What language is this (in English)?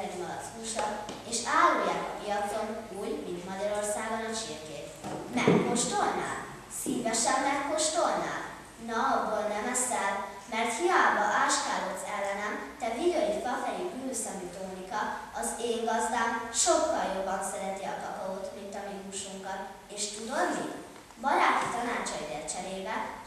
Hungarian